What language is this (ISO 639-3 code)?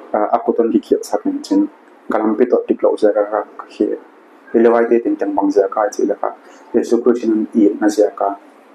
pck